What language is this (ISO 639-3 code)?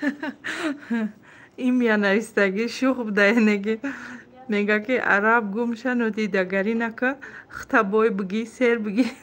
tgk